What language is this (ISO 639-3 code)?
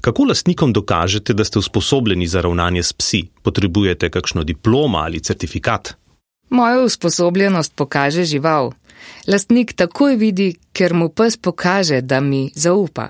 slv